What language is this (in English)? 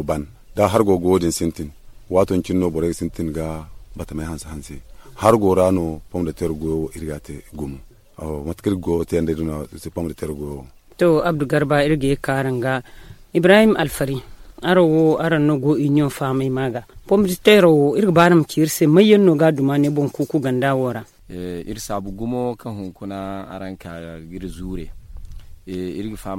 Zarma